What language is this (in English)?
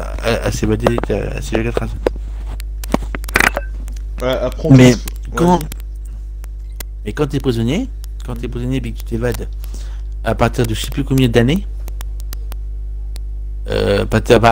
French